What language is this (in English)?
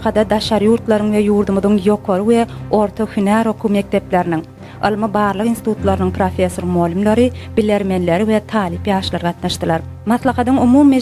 Turkmen